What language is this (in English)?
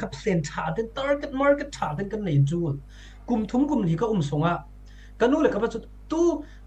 Falam Chin